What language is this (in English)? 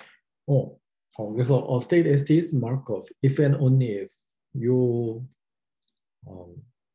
Korean